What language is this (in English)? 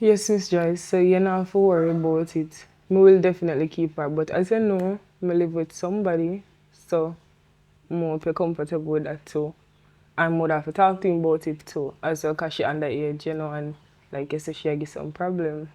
Jamaican Creole English